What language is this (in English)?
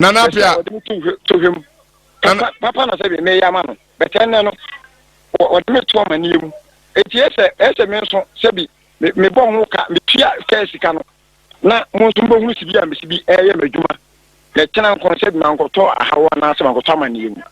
Akan